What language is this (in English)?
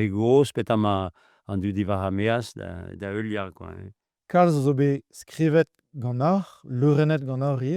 Breton